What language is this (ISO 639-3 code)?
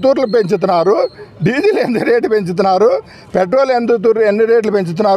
tel